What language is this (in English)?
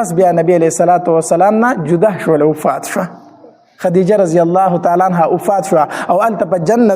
Pashto